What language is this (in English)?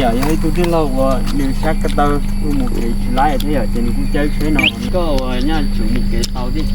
Hmong